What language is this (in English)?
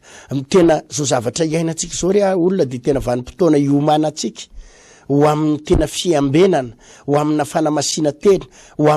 Malagasy